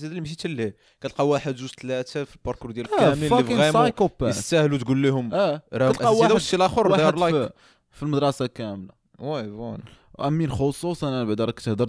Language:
Moroccan Arabic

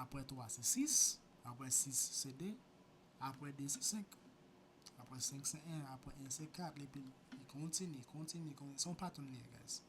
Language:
Haitian Creole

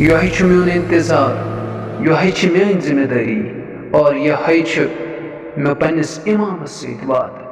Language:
Kashmiri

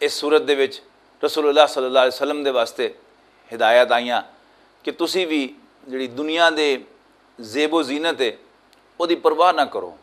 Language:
Western Panjabi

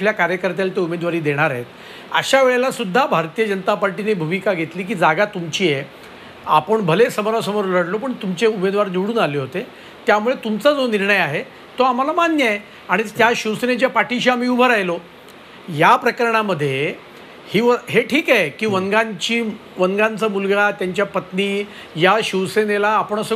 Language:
Marathi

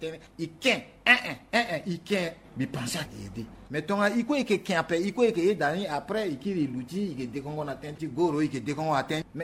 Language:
Sango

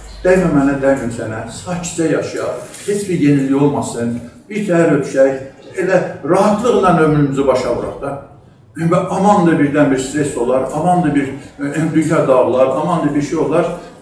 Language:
South Azerbaijani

